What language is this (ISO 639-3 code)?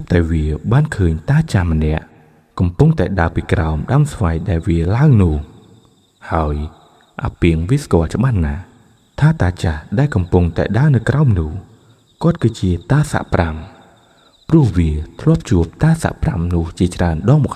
khm